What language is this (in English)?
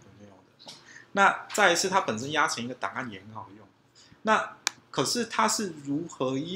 Chinese